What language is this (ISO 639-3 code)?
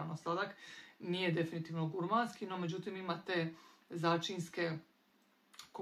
hrv